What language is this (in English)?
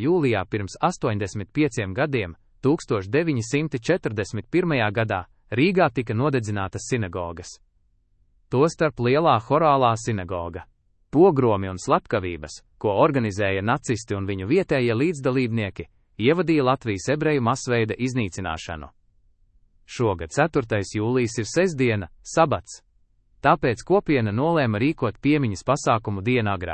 Latvian